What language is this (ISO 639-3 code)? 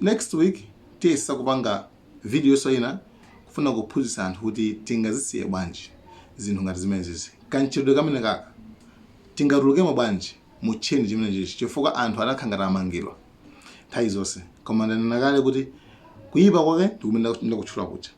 nya